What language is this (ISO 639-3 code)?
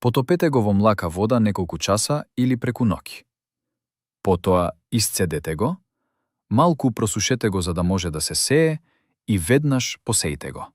mkd